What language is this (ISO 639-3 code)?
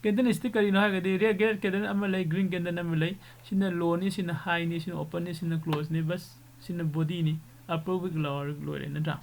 mni